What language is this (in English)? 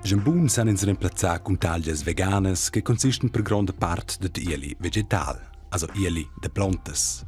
Romansh